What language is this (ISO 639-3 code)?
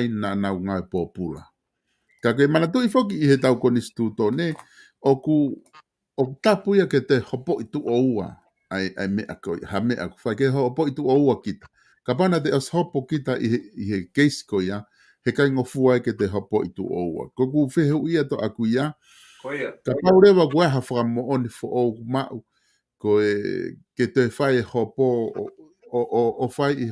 ton